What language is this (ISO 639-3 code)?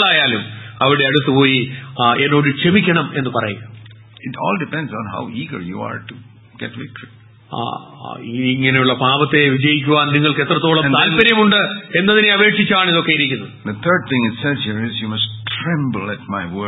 mal